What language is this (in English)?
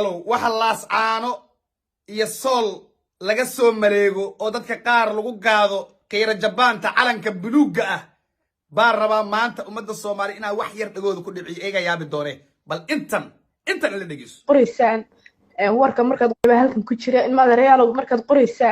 Somali